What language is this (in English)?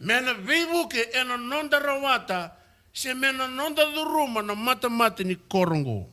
Fijian